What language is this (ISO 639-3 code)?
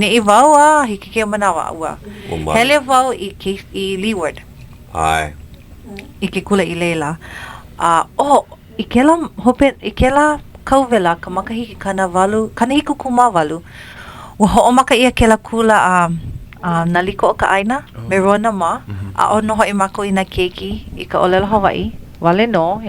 haw